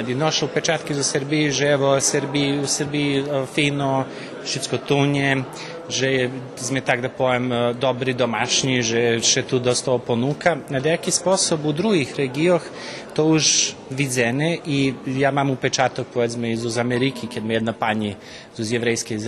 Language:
Rusyn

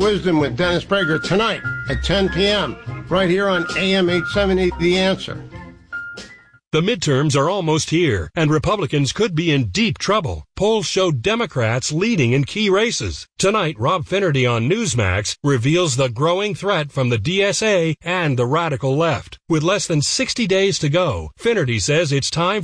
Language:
English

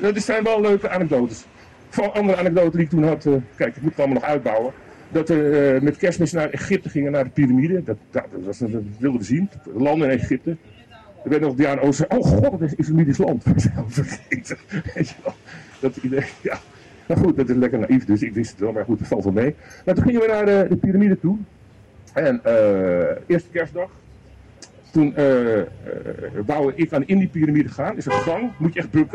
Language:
Dutch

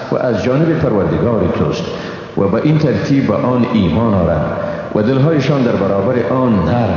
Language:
Persian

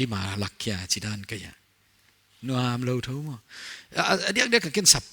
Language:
Paite Chin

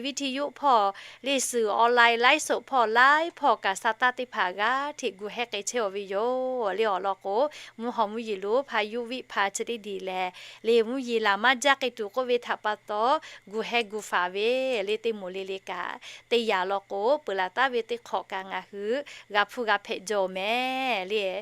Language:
Lahu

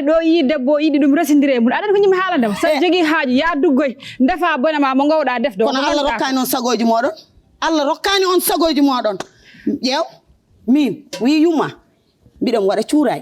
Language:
Fula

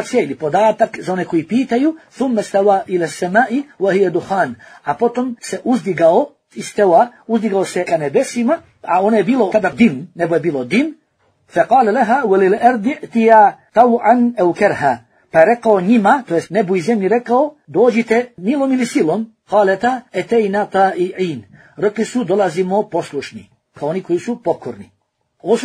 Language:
Bosnian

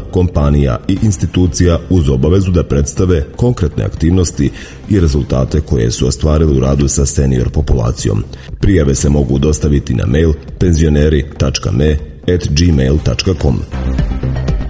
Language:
Serbian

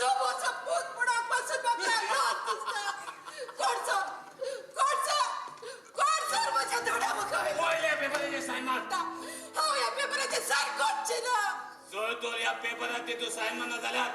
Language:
Konkani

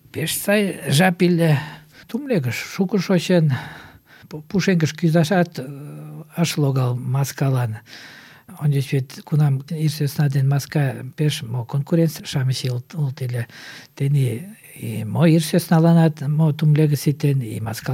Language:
Mari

